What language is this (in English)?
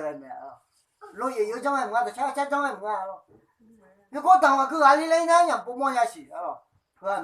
Akha